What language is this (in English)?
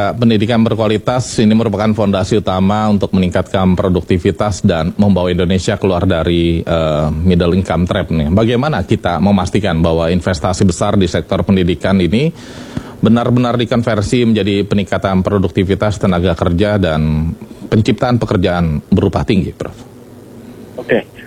Indonesian